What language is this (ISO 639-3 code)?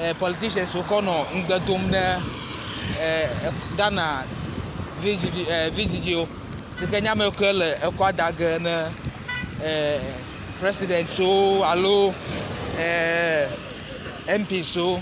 ewe